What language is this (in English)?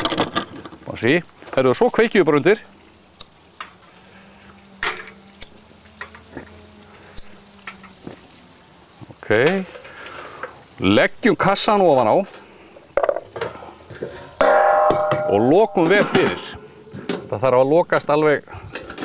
Icelandic